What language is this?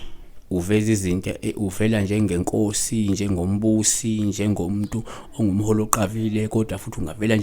Zulu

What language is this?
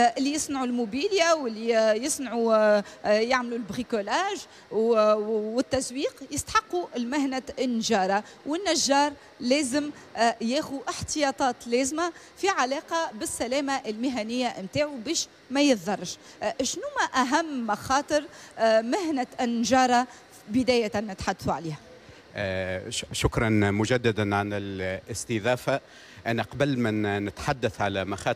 Tunisian Arabic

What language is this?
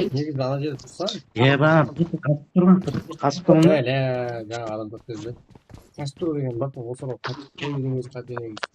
Kara-Kalpak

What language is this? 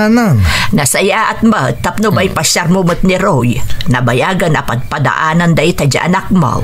Iloko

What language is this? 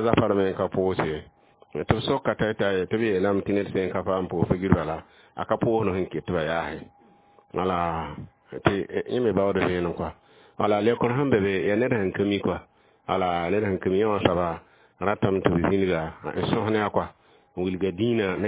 Mossi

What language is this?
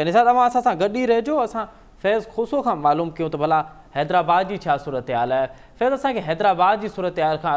Sindhi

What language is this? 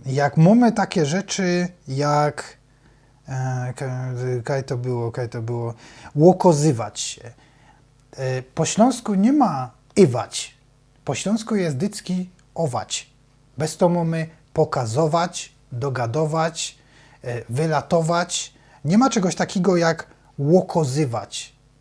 Silesian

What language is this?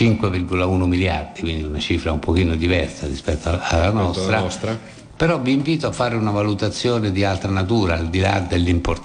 Italian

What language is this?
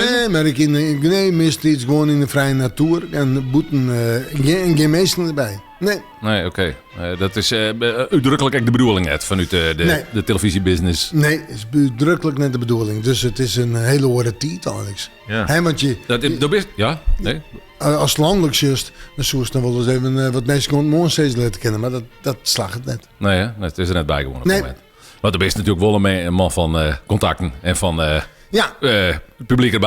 Western Frisian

